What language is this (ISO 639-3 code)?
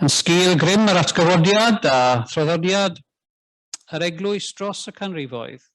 cym